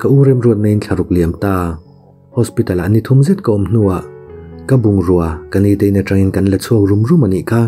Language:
Mizo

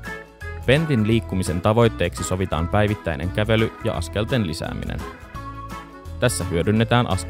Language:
Finnish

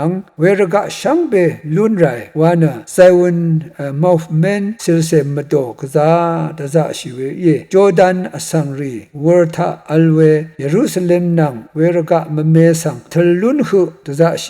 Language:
Rawang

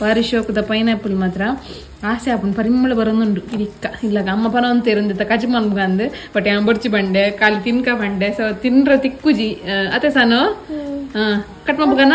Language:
Tulu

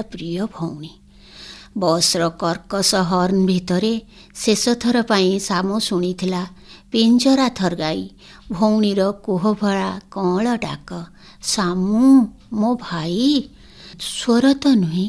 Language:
Odia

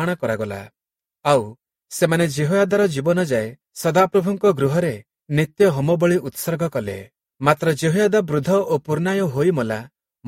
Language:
Odia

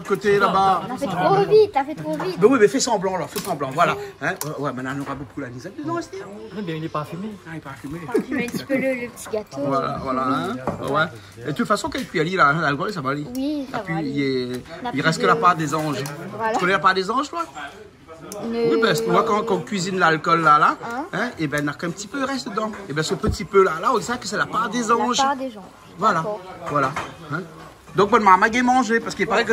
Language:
Réunion Creole French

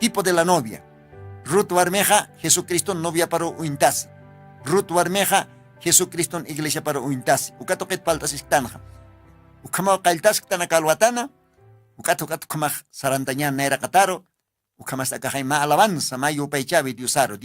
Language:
Aymara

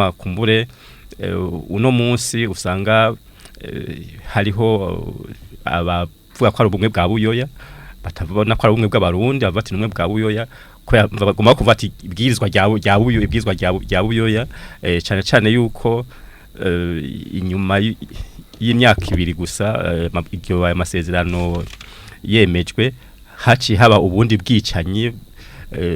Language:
Rundi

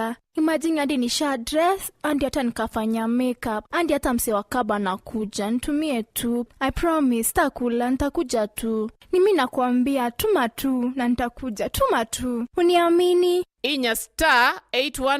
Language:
Meru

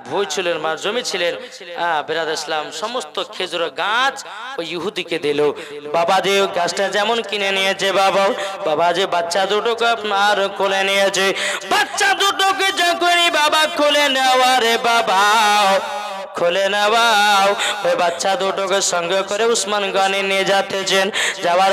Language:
Bangla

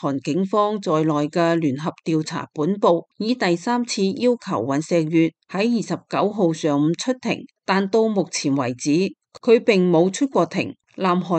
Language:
Cantonese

